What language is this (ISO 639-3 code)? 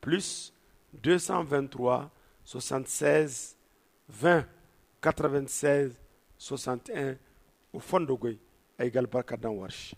dje